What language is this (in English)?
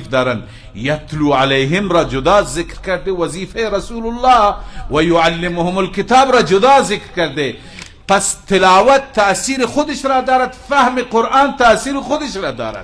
Persian